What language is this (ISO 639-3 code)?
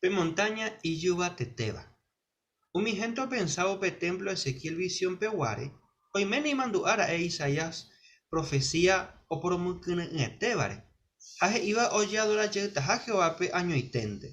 grn